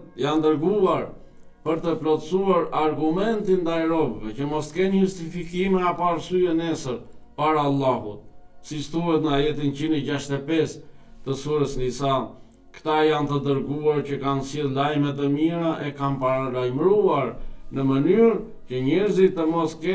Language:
Albanian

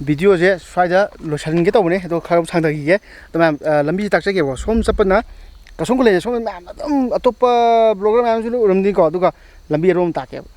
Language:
Manipuri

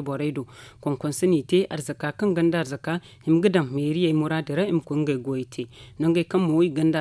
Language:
Zarma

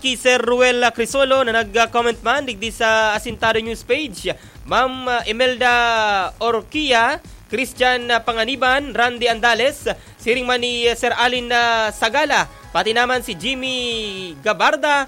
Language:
Bikol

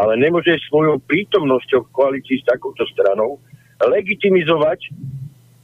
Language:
Slovak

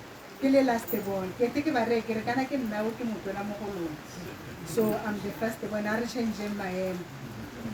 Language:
Tswana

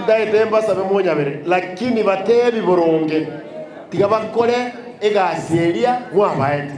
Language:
Gusii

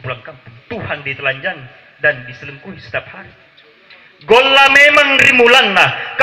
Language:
Buginese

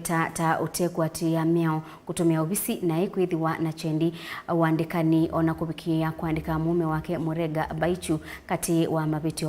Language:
Kamba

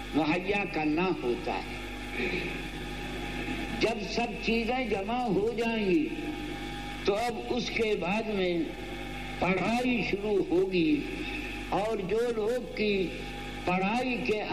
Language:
Urdu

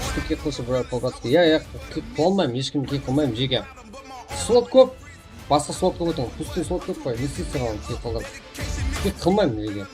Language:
Kara-Kalpak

